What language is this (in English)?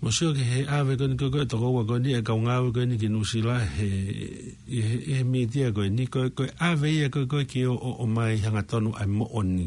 Tongan